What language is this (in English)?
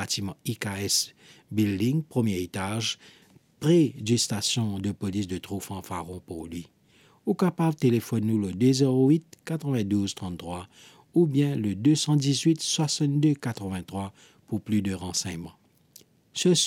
Morisyen